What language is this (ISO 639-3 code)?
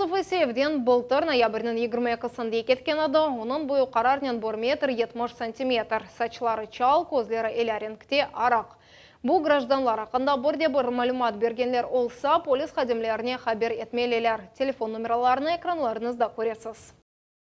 crh